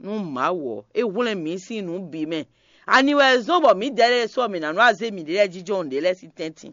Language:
Fon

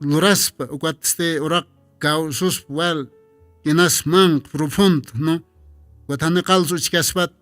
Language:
Aymara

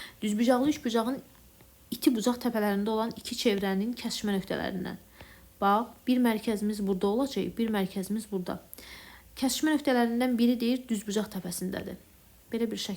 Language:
Azerbaijani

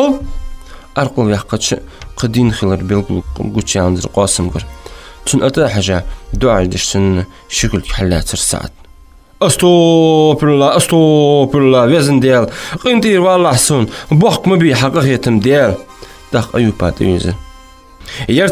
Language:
Ingush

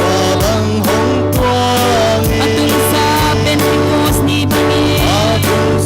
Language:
Paite Chin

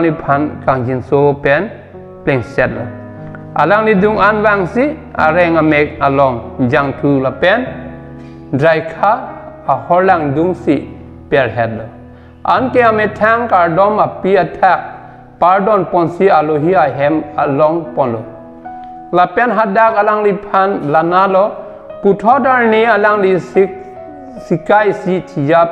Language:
Karbi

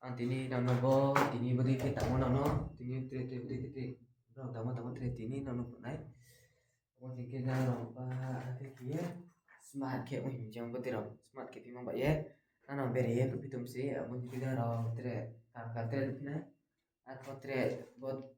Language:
Riang (India)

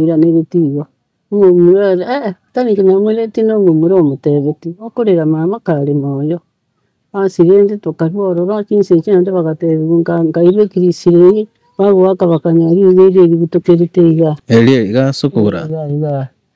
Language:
Gusii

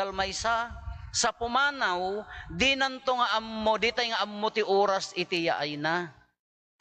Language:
Iloko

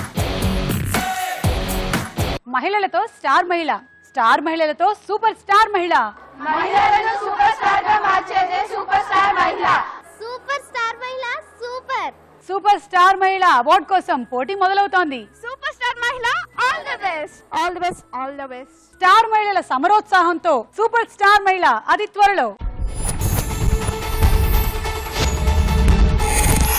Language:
Telugu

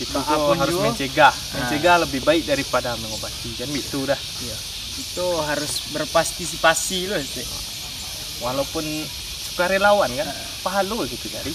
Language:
Minangkabau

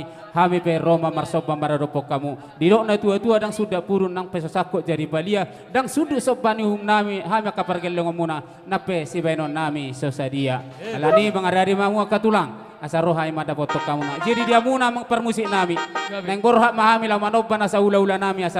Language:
Batak Toba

